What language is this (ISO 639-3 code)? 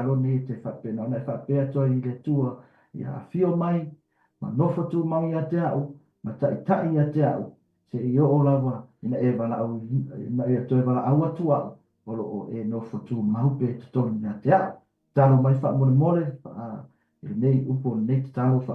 smo